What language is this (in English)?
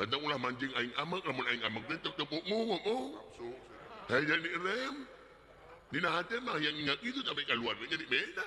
Sundanese